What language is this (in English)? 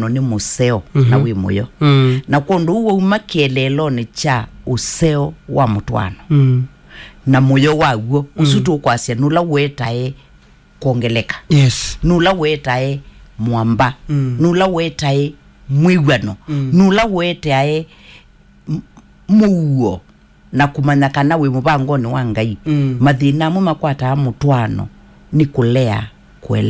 Kamba